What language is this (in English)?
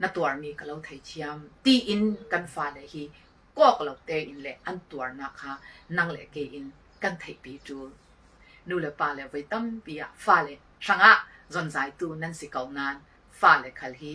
Falam Chin